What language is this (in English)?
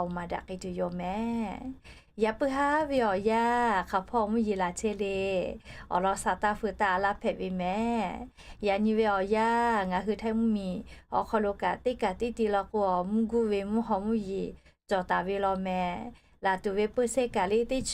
Lahu